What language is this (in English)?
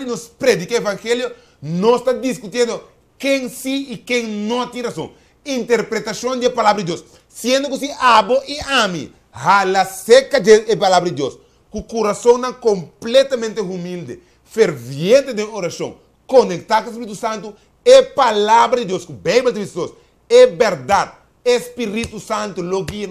Papiamento